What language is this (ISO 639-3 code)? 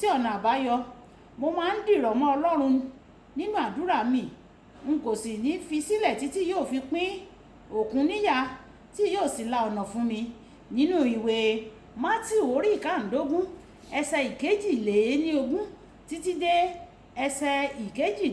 yor